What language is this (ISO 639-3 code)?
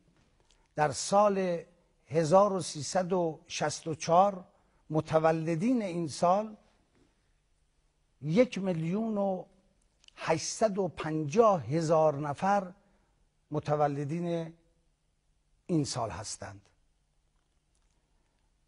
fas